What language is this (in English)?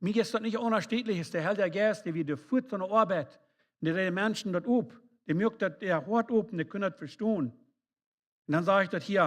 Plautdietsch